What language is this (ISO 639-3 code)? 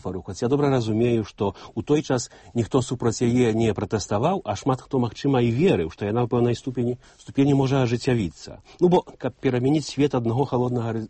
bel